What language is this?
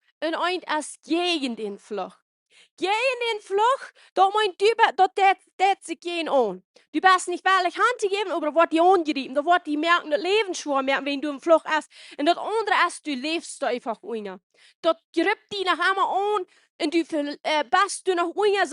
Plautdietsch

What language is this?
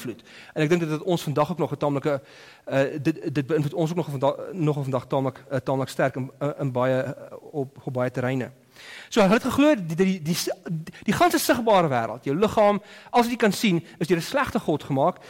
Afrikaans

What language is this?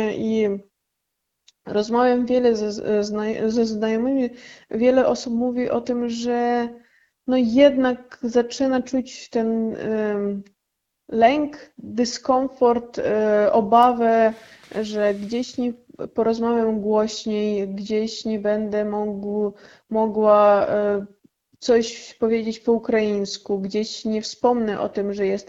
Polish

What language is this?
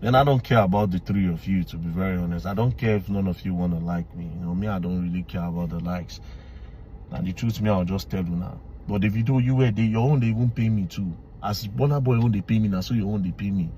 Nigerian Pidgin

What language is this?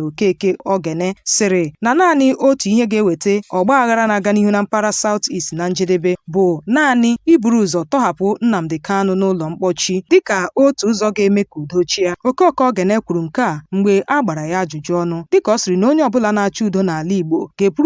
Igbo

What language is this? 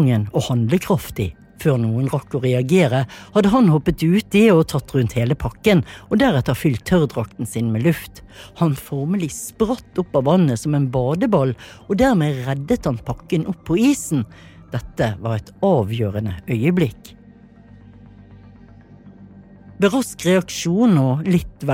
Norwegian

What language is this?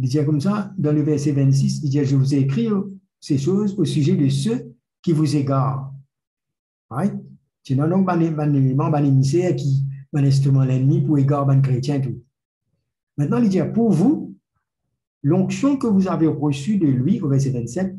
Morisyen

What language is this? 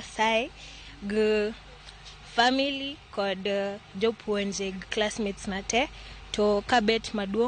Luo (Kenya and Tanzania)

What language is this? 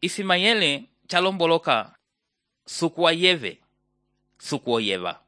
Umbundu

